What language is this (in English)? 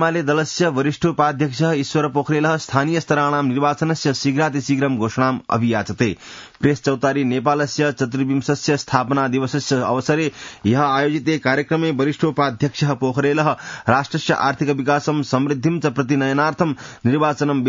Sanskrit